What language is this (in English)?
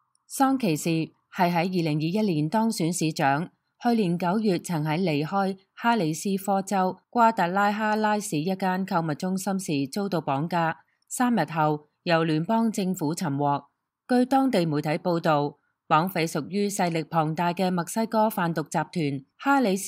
Cantonese